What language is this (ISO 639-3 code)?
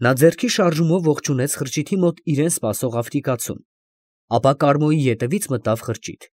hye